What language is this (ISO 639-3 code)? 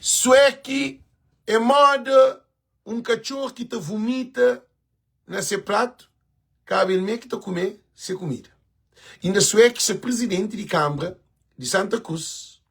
kea